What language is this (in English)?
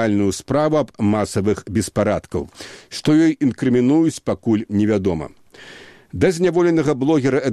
Belarusian